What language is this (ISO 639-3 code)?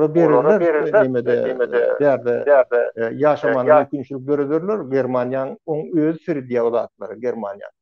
tuk